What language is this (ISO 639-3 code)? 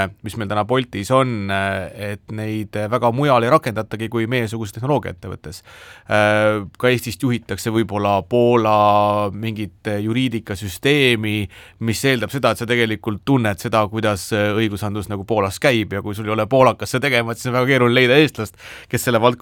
est